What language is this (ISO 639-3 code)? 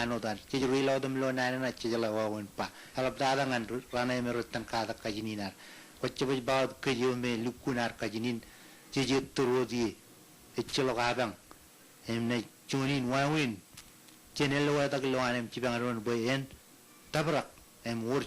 mah